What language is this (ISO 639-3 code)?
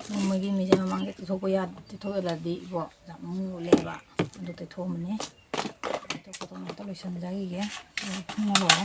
mni